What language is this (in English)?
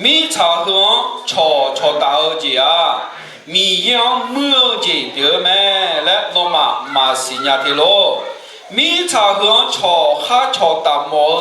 Akha